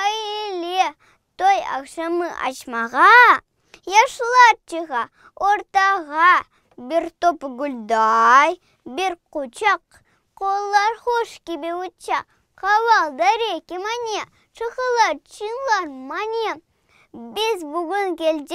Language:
Crimean Tatar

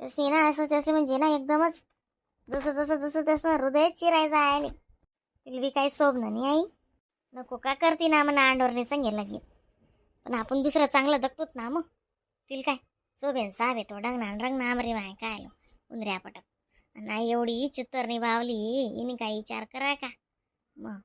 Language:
Khandesi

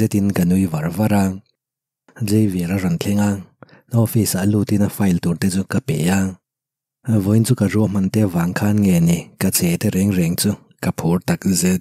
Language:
Mizo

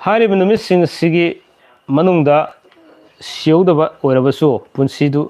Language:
Manipuri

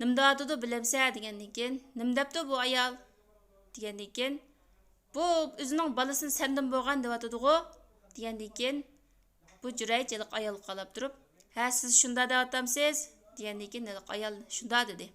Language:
Uyghur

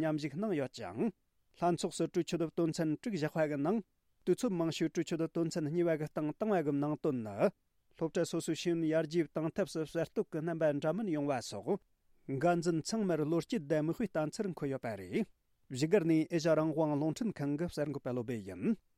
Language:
Tibetan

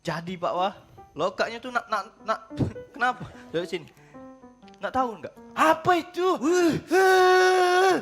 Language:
Musi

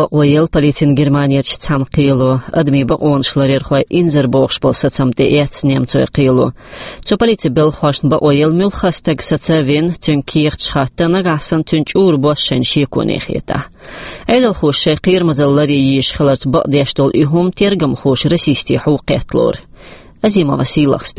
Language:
Chechen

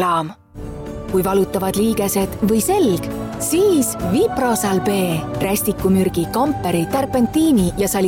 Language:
Estonian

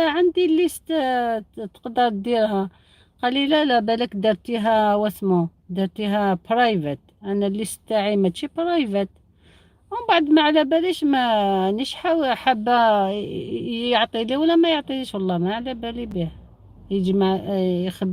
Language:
Algerian Arabic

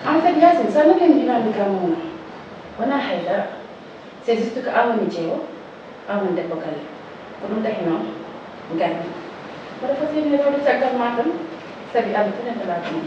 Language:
Fula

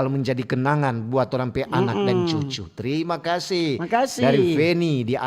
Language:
Manado Malay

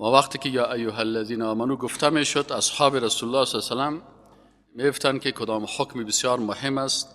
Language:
Persian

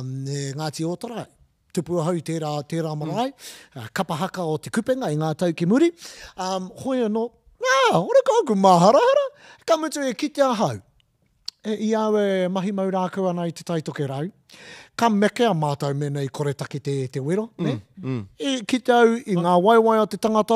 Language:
Māori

